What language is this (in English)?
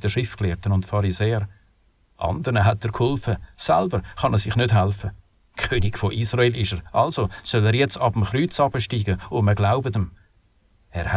Swiss German